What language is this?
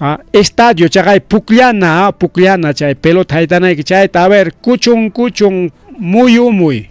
Ayacucho Quechua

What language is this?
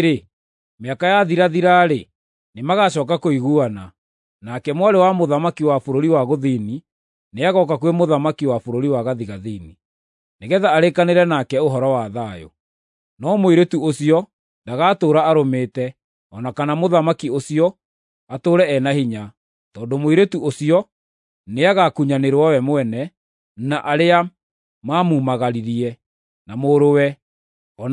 Kikuyu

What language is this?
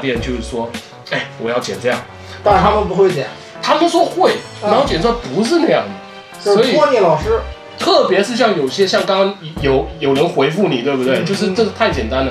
Chinese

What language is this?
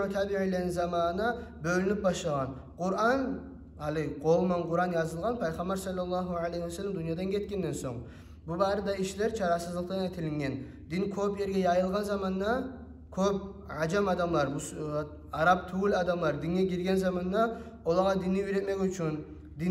Kumyk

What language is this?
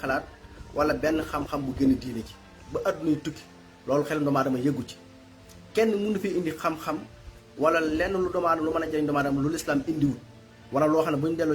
Wolof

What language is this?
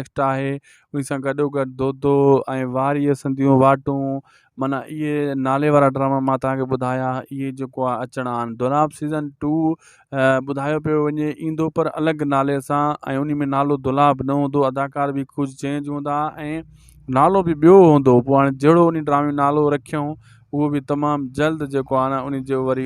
Sindhi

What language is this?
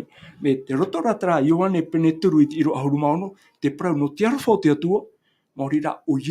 Tahitian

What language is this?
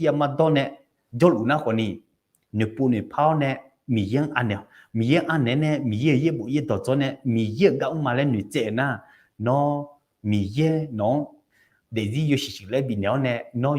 Akha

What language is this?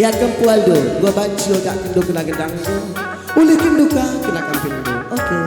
Batak Karo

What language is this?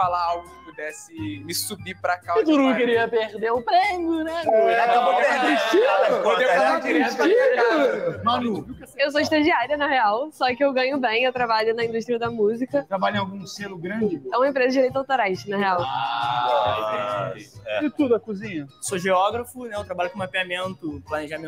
Portuguese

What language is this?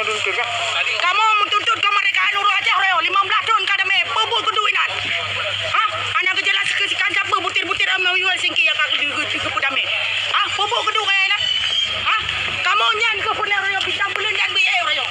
Achinese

